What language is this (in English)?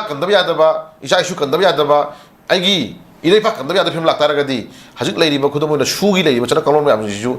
Manipuri